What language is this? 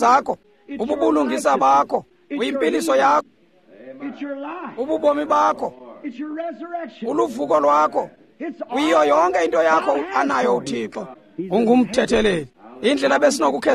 Xhosa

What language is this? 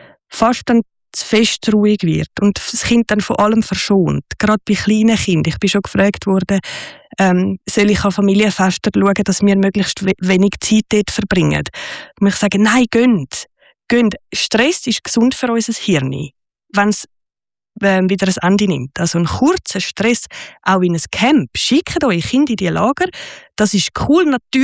German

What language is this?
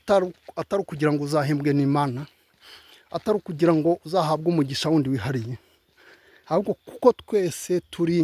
Kinyarwanda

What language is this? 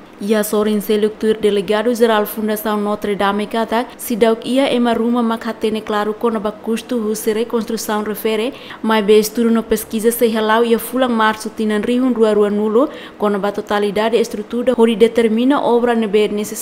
Tetum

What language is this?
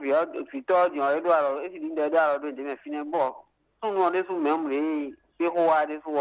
Fon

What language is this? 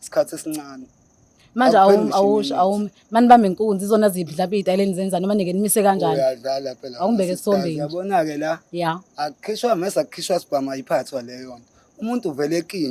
Zulu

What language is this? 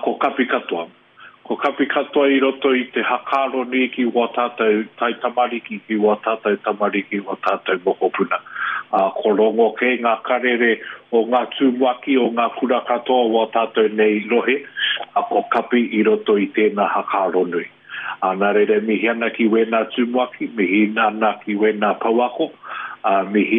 Māori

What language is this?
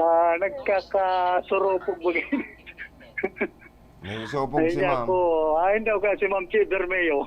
Bikol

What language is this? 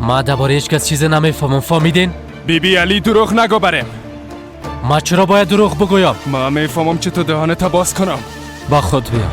Persian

